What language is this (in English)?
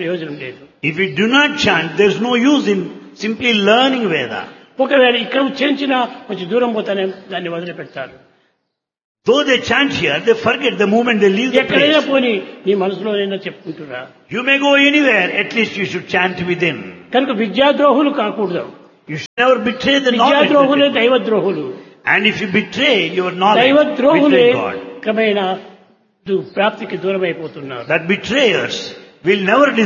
Telugu